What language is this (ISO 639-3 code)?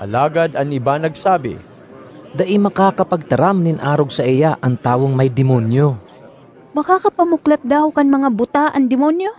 bik